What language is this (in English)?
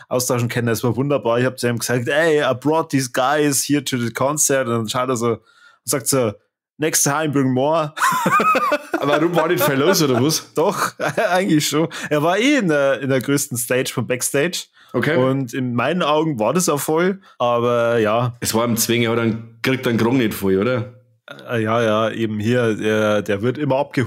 Bavarian